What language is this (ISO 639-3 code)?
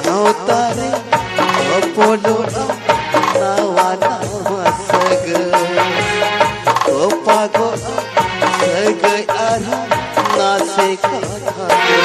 sat